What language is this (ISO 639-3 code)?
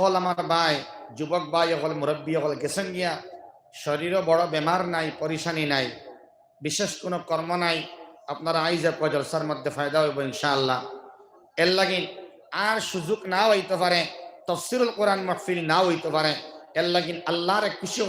syl